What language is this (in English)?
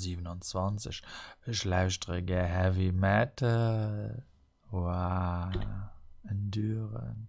Luxembourgish